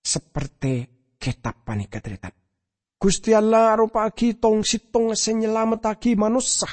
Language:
Madurese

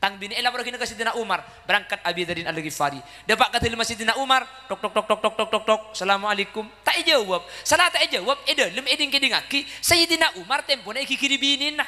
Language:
Madurese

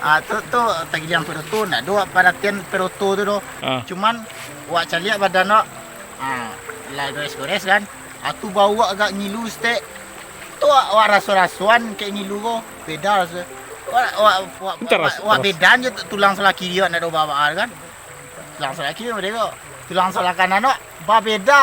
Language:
Minangkabau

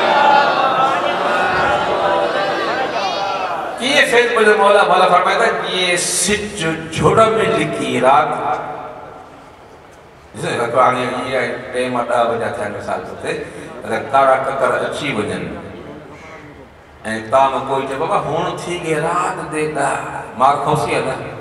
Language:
Urdu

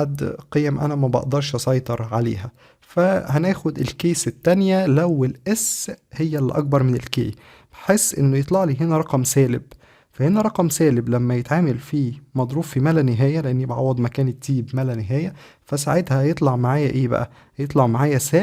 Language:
Egyptian Arabic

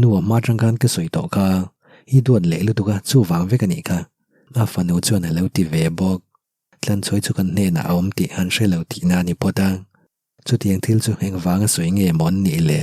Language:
Mizo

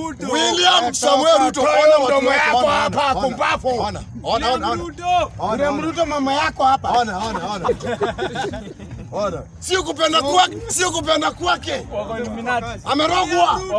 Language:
Swahili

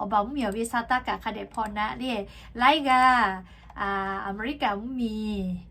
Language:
Lahu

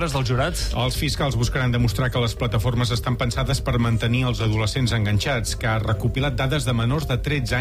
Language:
Catalan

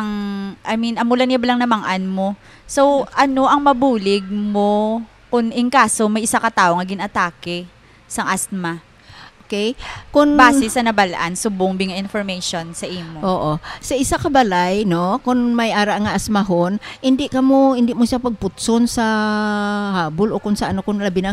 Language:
Hiligaynon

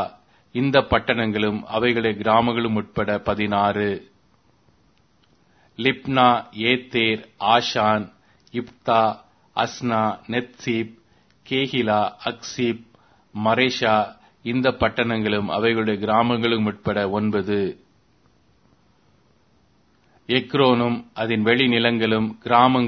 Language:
Tamil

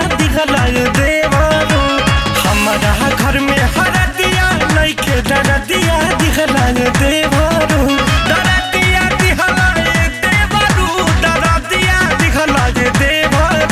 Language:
Bhojpuri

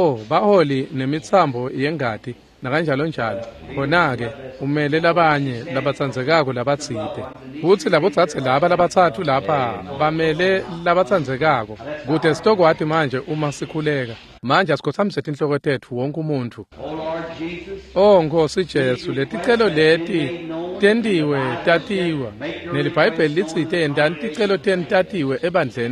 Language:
Swati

